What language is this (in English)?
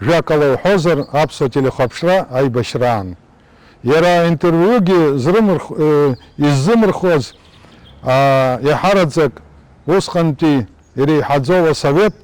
Abkhazian